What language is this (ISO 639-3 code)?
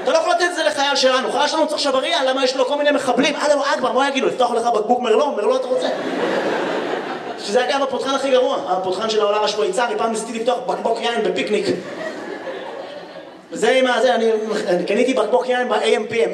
heb